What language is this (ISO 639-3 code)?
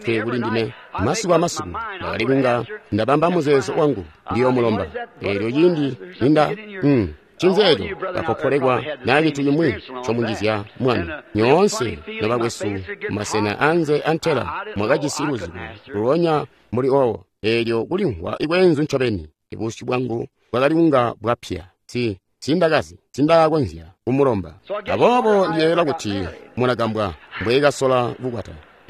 toi